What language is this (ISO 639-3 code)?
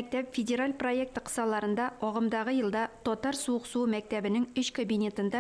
tat